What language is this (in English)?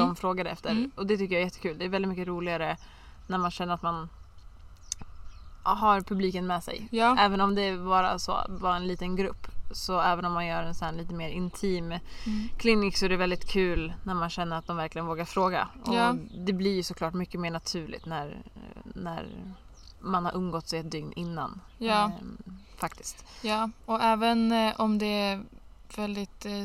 Swedish